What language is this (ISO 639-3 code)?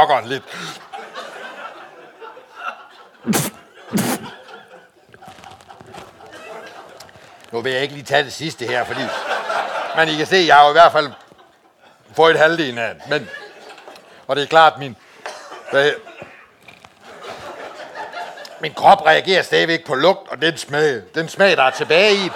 dan